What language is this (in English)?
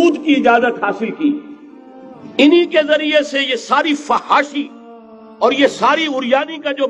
Urdu